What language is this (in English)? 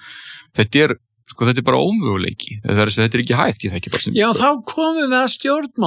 Icelandic